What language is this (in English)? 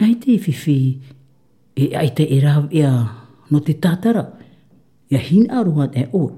Tahitian